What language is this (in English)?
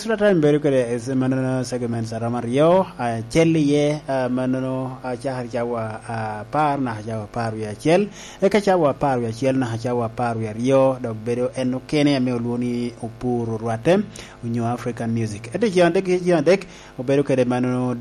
Lango (Uganda)